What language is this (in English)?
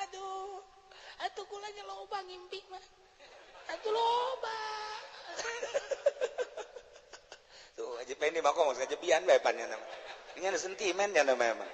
Sundanese